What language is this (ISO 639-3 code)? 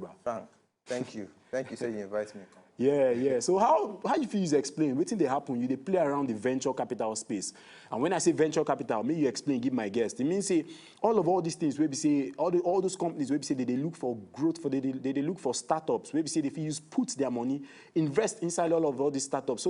pcm